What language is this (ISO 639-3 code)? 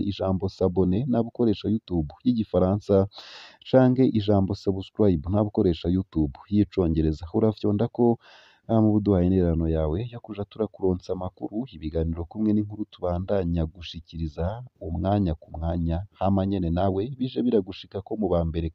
run